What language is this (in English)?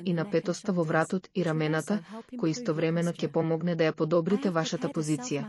Macedonian